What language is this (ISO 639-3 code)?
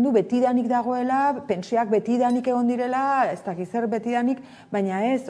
eus